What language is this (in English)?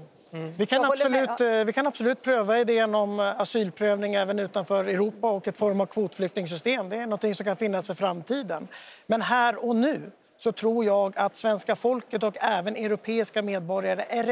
Swedish